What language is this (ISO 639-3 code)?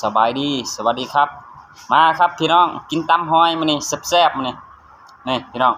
lao